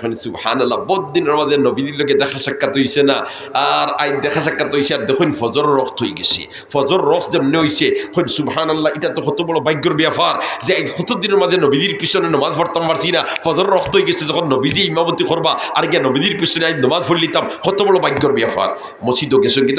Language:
Sylheti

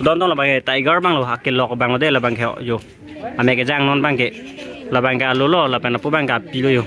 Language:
Karbi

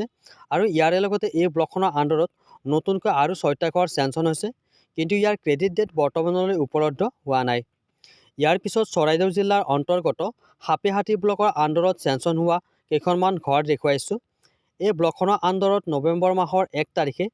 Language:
Assamese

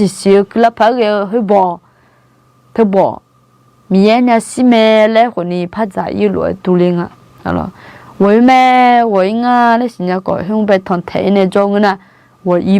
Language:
Akha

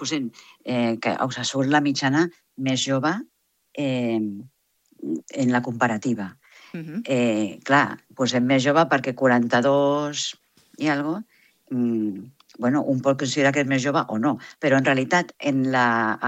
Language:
Catalan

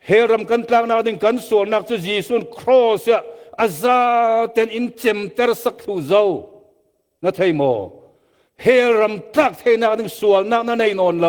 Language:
Falam Chin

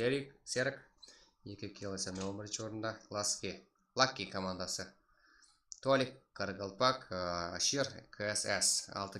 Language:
Kara-Kalpak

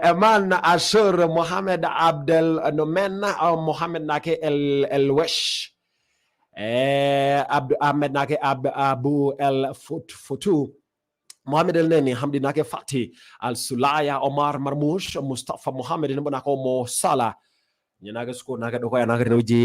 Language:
Masai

